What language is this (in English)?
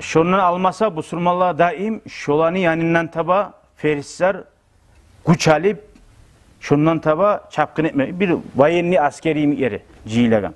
Kumyk